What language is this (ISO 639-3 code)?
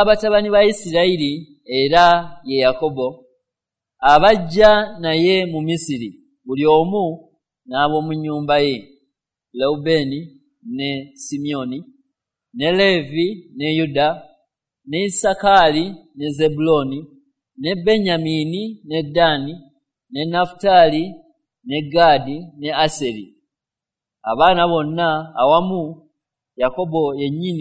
lug